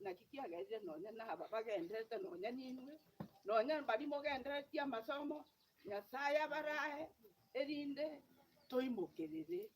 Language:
Gusii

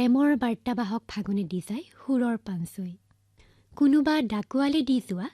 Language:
Assamese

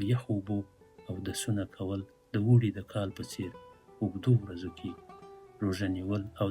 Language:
Pashto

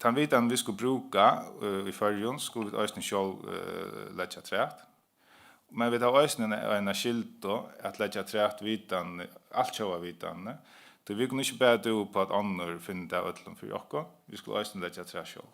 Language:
Faroese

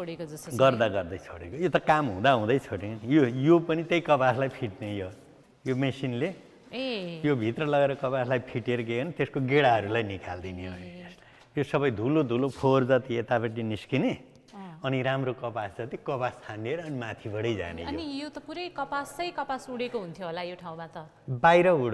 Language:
Nepali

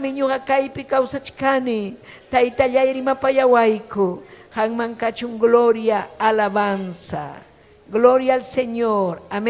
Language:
Ayacucho Quechua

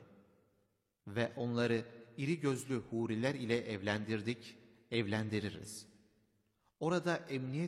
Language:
Turkish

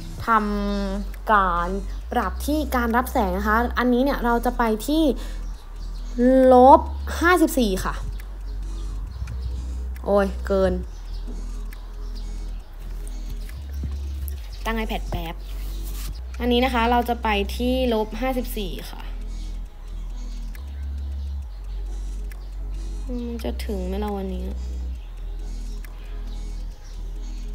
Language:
Thai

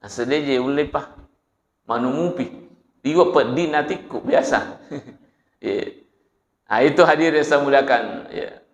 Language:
Buginese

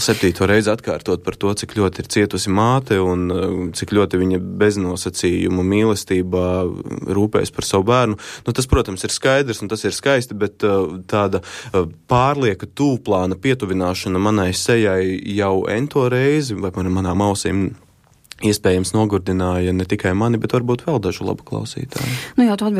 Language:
Latvian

